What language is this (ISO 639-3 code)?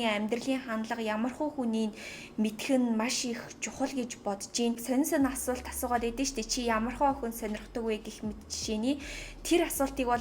mon